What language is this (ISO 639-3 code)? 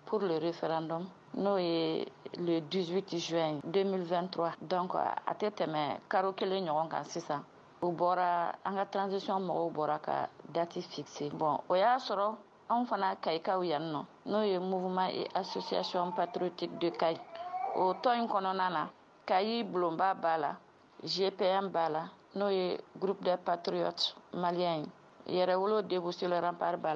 bam